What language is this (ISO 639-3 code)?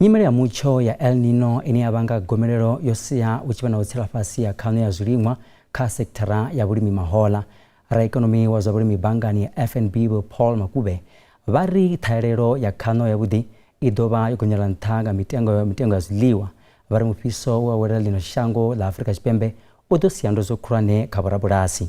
ven